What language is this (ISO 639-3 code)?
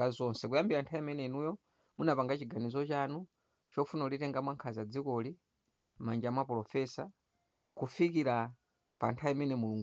nya